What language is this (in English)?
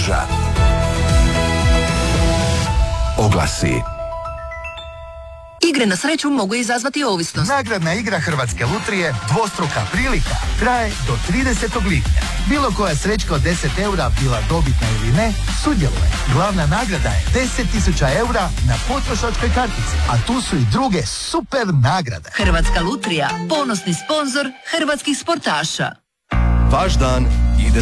Croatian